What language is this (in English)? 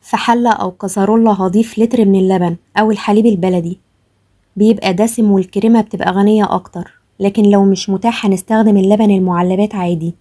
Egyptian Arabic